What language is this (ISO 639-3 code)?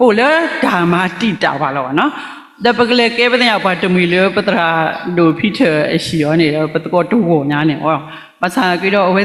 ksw